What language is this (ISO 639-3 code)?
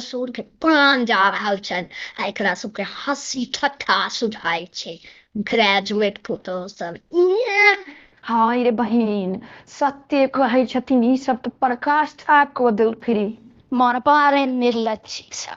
mai